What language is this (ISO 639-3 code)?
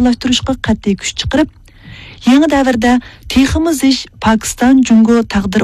uig